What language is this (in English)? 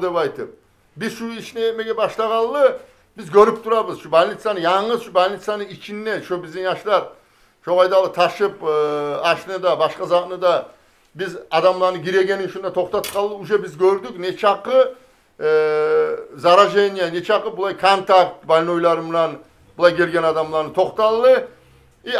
Kumyk